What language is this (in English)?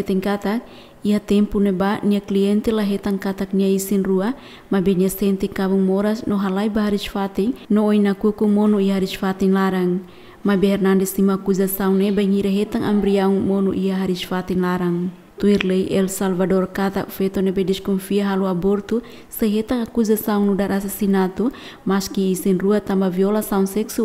Tetum